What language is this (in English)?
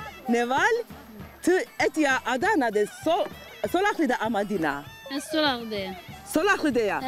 Zaza